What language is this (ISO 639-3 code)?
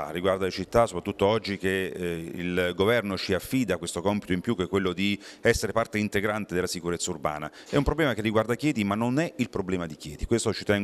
ita